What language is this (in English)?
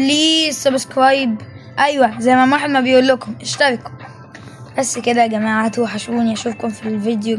Egyptian Arabic